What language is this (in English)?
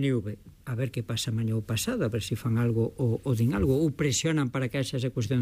Galician